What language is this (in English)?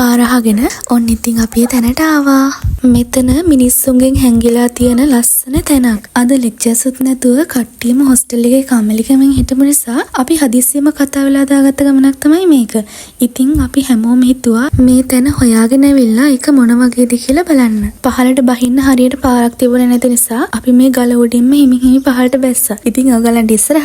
Sinhala